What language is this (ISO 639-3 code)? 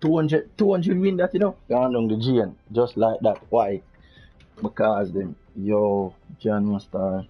jam